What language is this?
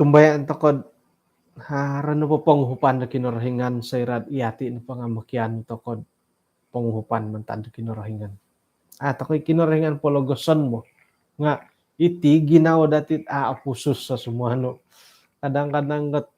Central Dusun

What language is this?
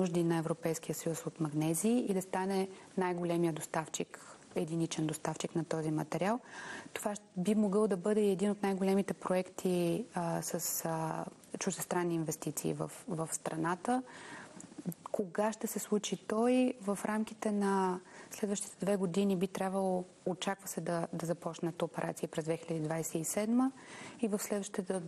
Bulgarian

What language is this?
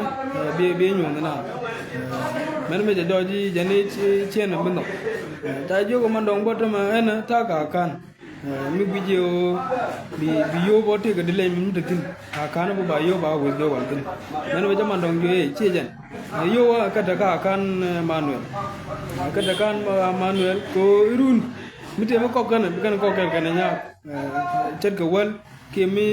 Nuer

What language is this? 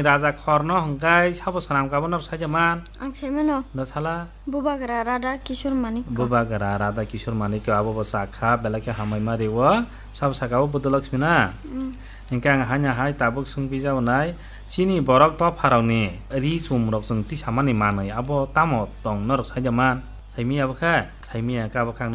Kok Borok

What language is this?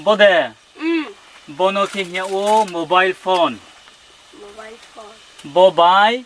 Riang (India)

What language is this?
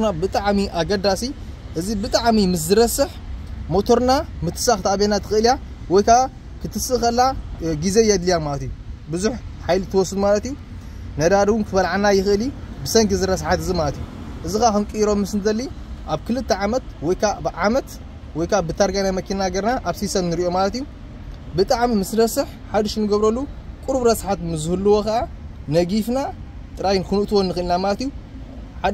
Tigrinya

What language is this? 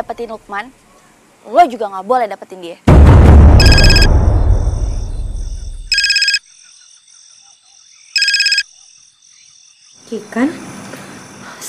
Indonesian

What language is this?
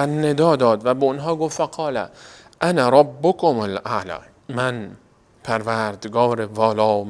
Persian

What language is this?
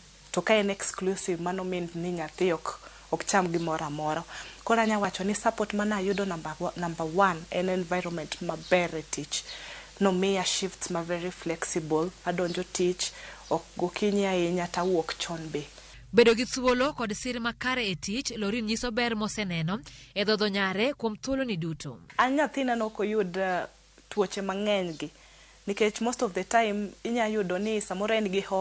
Luo (Kenya and Tanzania)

